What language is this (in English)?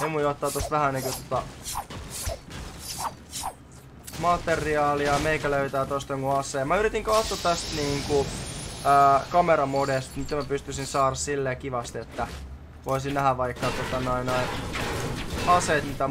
Finnish